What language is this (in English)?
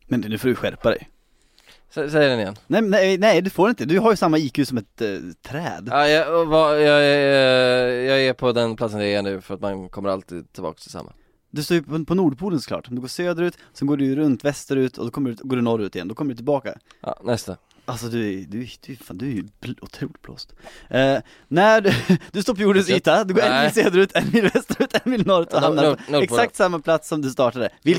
Swedish